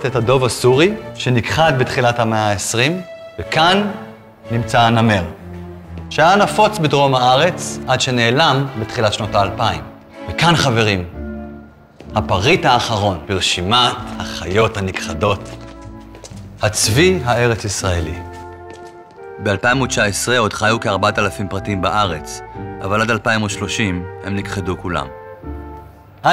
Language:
Hebrew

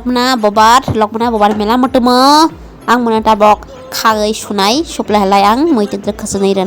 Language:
Kok Borok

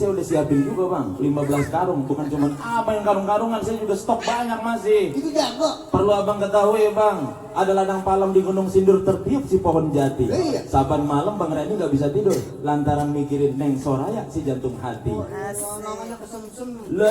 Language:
Betawi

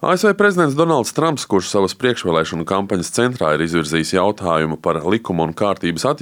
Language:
Latvian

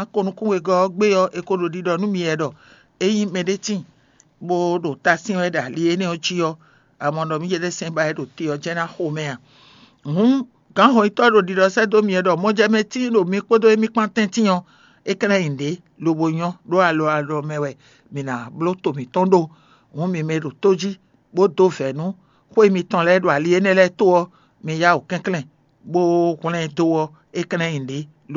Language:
Fon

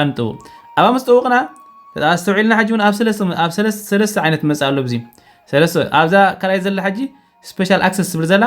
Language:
Tigrinya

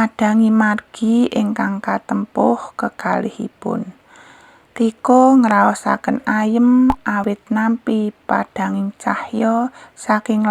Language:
Javanese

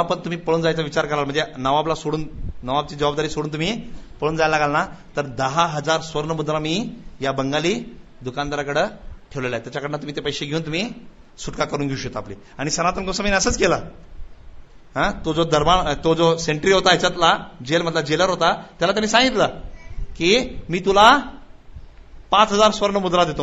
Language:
Marathi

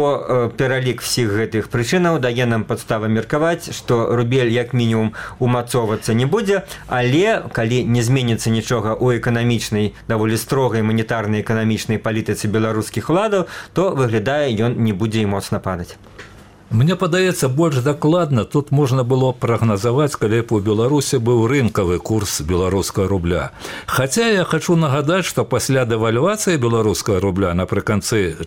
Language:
Belarusian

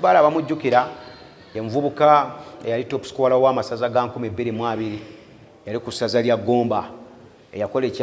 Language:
Ganda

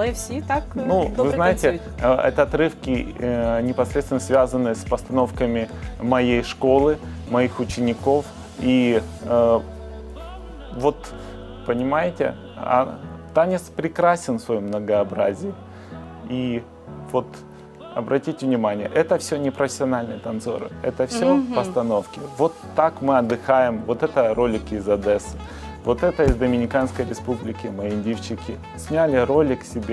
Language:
Russian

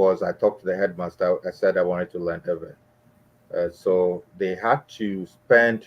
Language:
Ewe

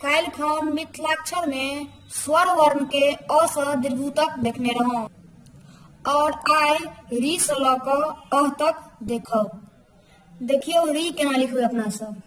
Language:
Maithili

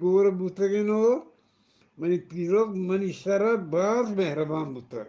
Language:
Eastern Balochi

